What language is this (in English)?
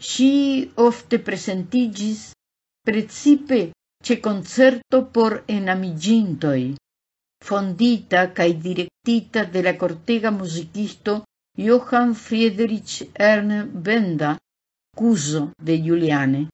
Esperanto